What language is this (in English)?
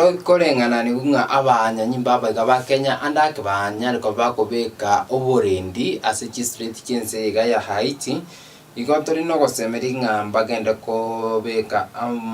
Gusii